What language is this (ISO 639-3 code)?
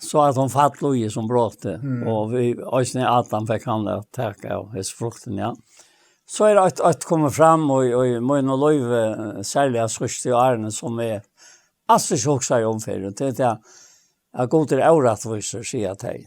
fao